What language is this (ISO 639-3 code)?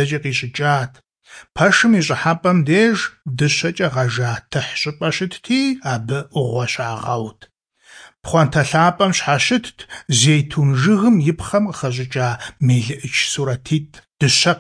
kbd